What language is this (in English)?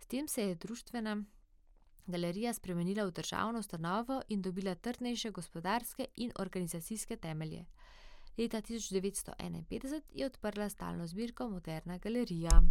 Slovenian